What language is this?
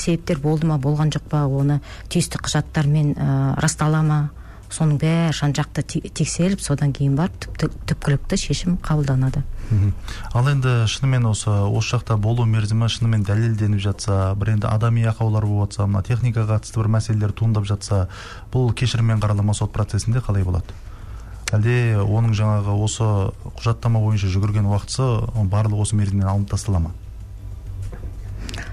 Kazakh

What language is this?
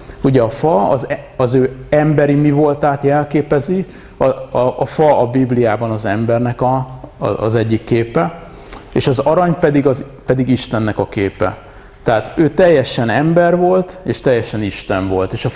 Hungarian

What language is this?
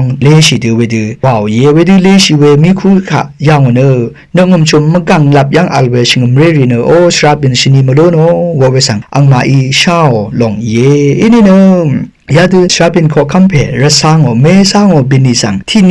Rawang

